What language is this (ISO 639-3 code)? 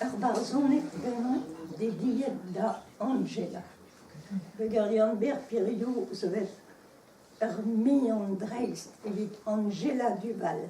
bre